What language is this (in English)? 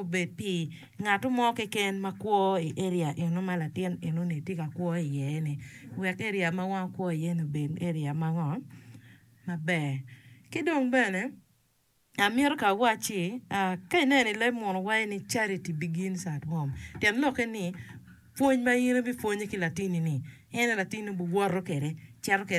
Acoli